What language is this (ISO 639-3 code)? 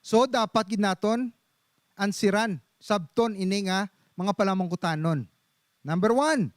hil